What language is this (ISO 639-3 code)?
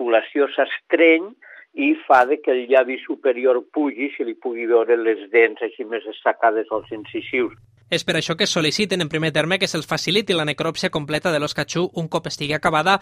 cat